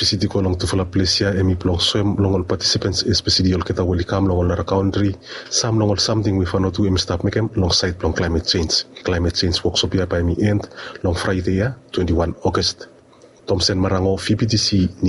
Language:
Bislama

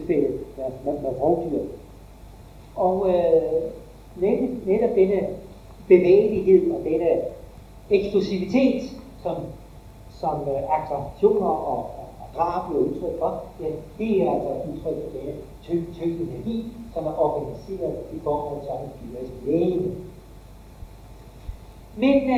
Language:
Danish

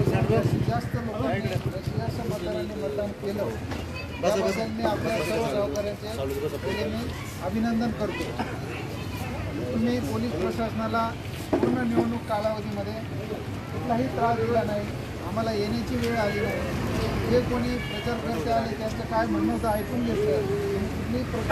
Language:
Marathi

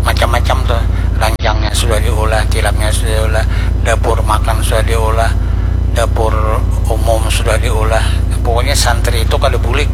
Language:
Banjar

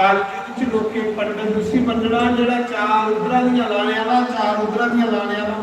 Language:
Dogri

